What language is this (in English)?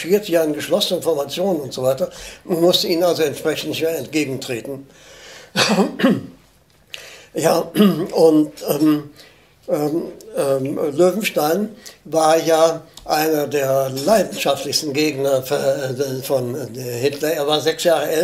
German